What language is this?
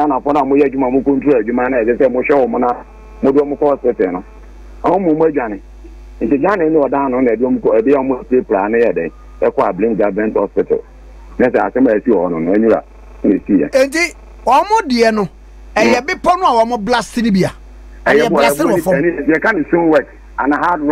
Akan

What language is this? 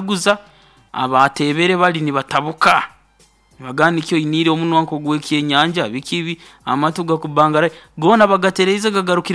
Nyoro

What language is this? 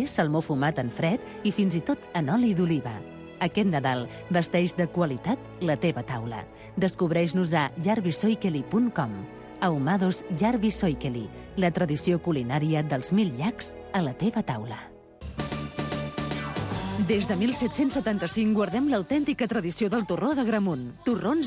Catalan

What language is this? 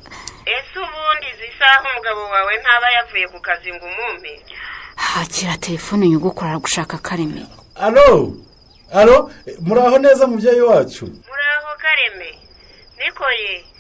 Kinyarwanda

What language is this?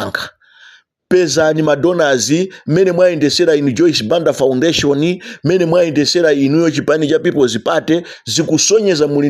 Nyanja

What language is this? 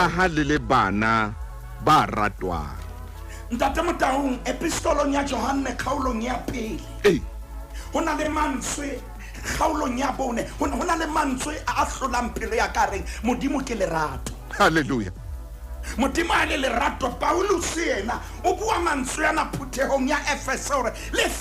Southern Sotho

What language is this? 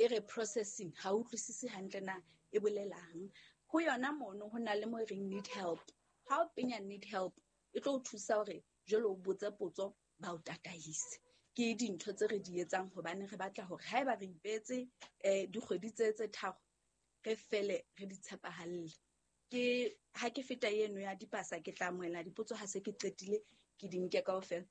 Southern Sotho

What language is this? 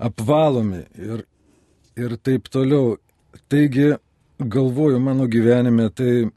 Lithuanian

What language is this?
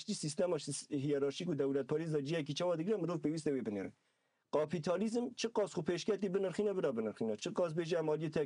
Kurdish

